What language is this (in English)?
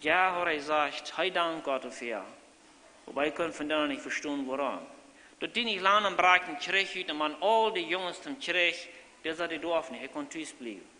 Plautdietsch